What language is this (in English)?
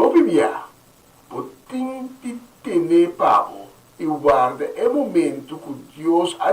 Papiamento